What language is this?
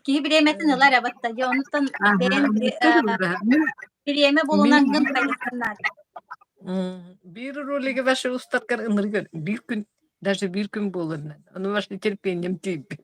Yakut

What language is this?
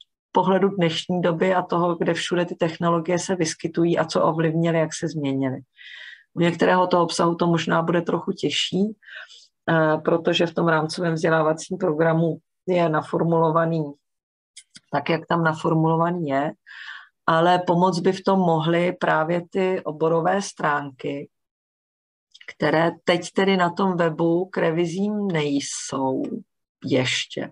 Czech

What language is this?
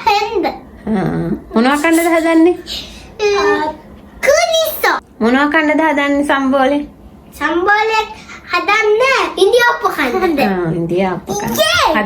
Sinhala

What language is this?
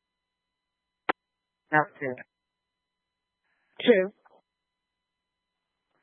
English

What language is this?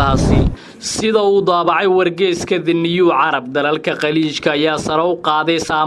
Somali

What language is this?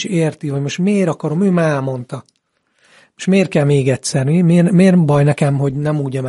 Hungarian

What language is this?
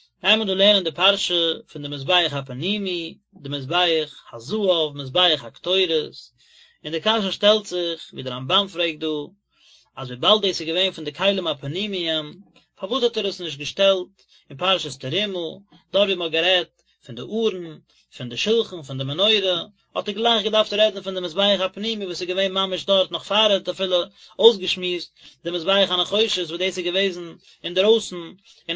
Yiddish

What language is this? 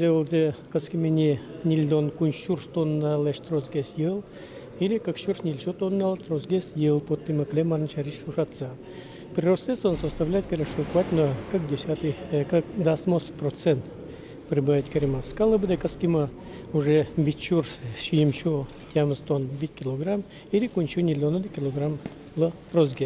Udmurt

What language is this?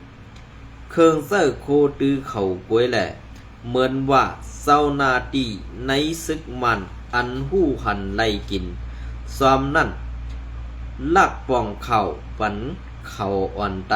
Shan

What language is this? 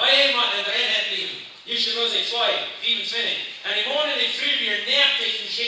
Plautdietsch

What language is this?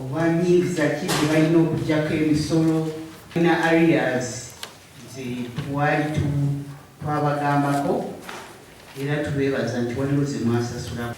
Ganda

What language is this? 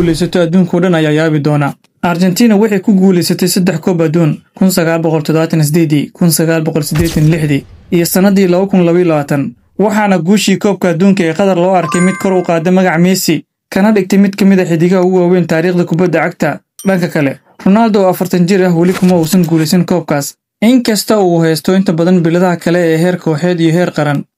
Somali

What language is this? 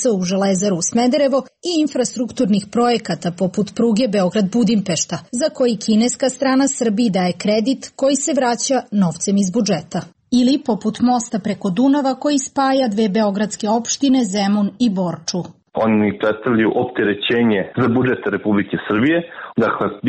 Serbian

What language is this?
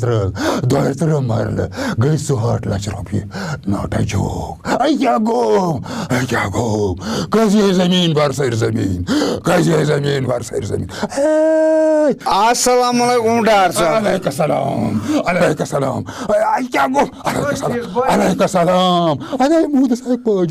Kashmiri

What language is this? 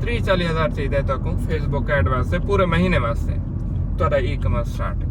Saraiki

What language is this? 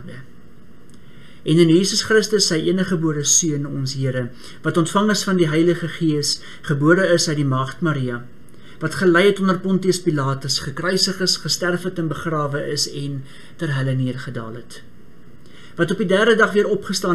Afrikaans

